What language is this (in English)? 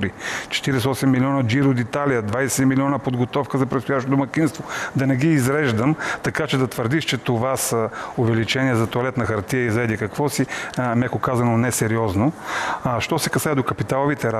Bulgarian